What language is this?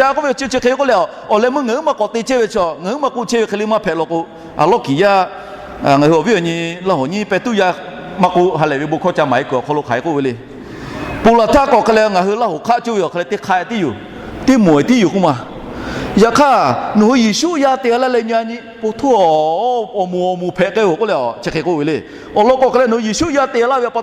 Lahu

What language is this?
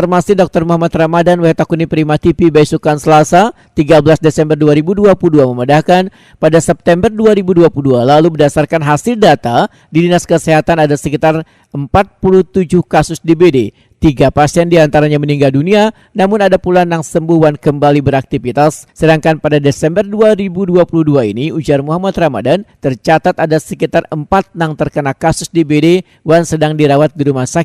Banjar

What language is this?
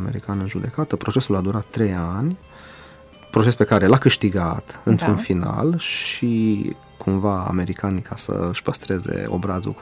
Romanian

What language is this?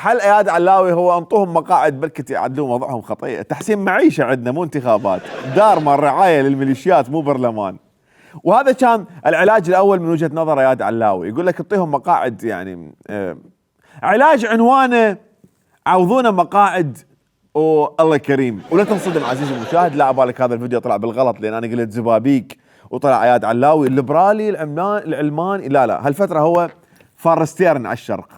Mesopotamian Arabic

